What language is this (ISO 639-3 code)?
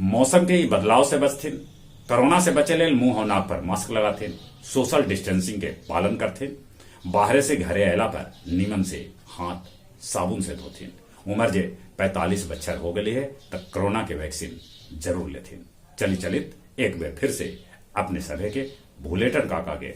mag